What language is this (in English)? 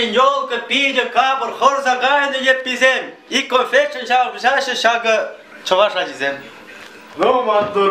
Chuvash